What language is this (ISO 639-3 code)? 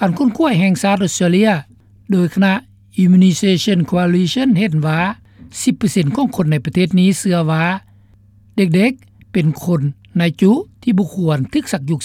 lao